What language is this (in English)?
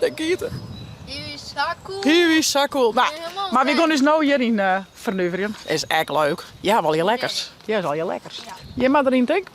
Western Frisian